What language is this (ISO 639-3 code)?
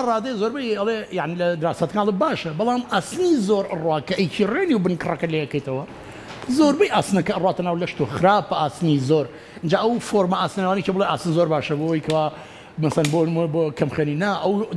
ckb